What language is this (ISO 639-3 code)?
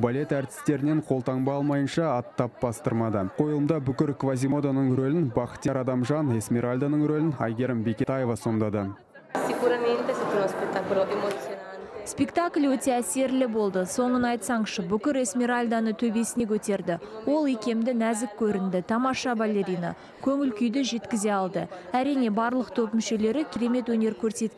kaz